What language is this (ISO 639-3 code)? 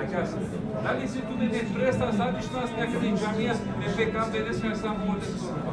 rmn